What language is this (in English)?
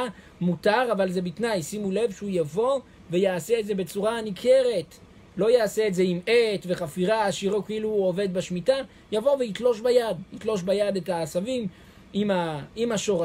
Hebrew